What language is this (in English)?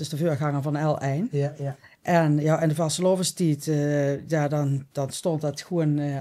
Limburgish